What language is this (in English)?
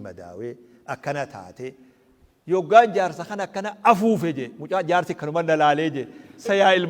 Oromo